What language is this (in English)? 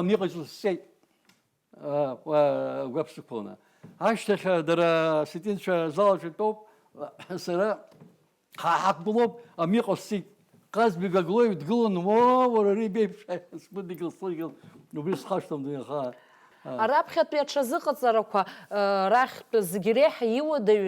Abkhazian